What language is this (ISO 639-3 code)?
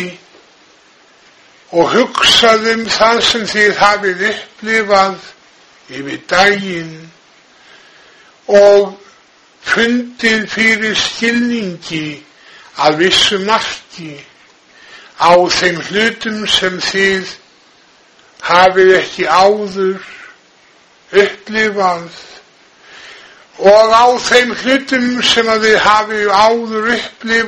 isl